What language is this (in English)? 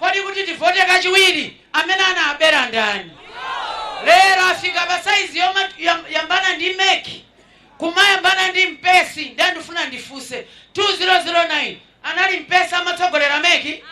Nyanja